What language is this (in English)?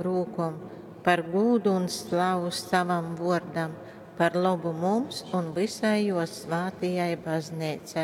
Latgalian